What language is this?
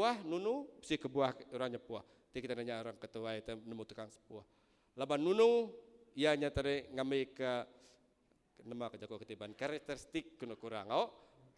Iban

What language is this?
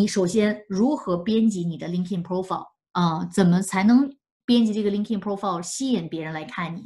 Chinese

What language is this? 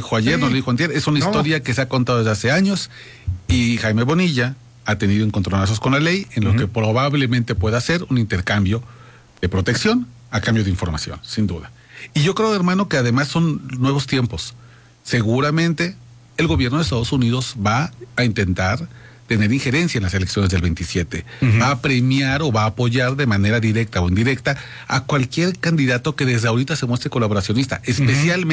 Spanish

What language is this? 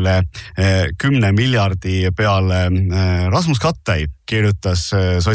Estonian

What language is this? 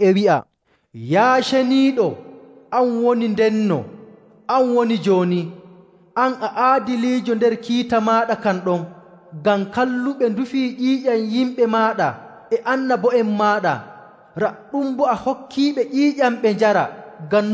Nigerian Fulfulde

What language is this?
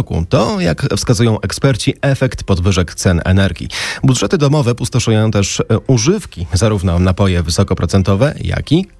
Polish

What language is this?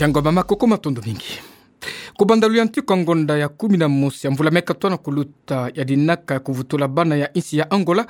Kituba (Democratic Republic of Congo)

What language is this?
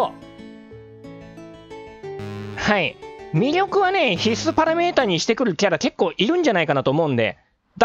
Japanese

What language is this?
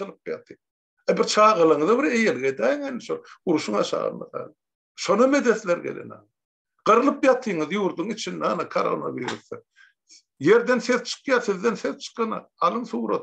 Turkmen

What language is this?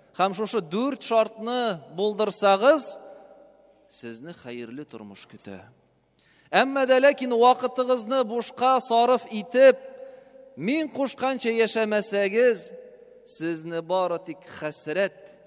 Tatar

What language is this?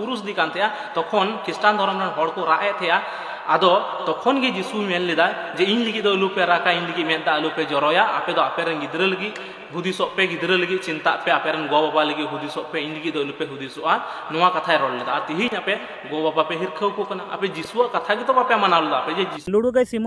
Santali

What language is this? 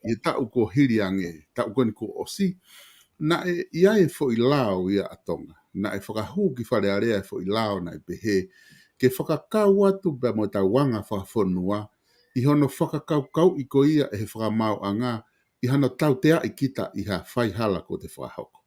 Tongan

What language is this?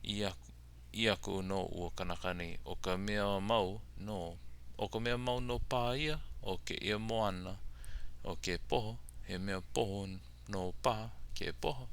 Hawaiian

